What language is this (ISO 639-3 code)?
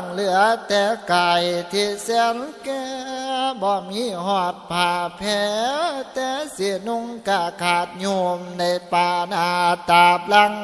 tts